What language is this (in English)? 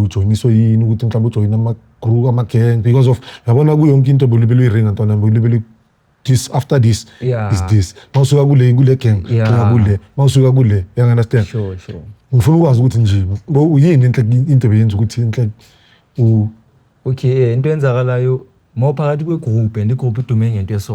Zulu